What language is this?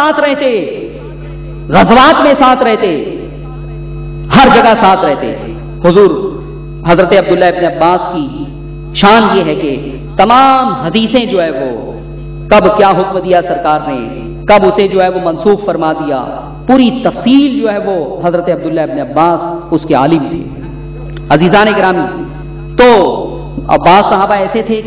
Urdu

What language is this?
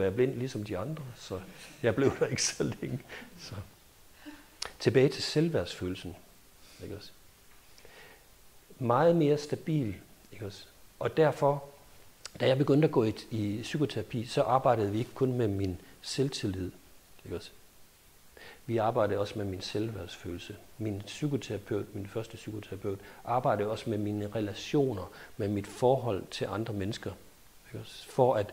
Danish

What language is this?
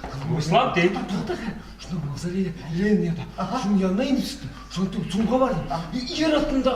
Bashkir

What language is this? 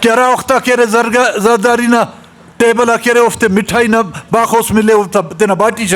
Brahui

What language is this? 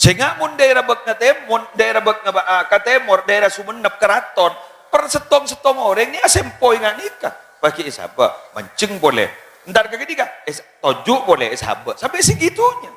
Madurese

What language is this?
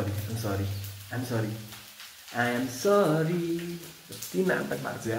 Nepali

